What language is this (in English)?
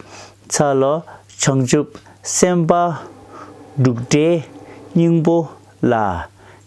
Tibetan